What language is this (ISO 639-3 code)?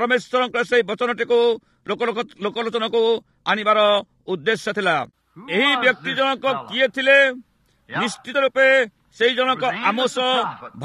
ori